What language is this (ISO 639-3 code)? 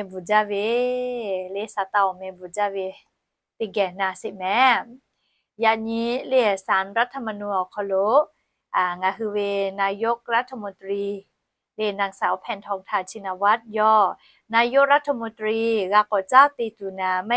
lhu